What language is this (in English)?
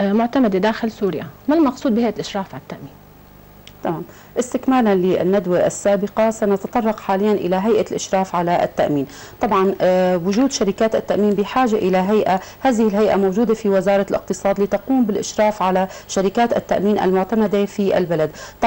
Arabic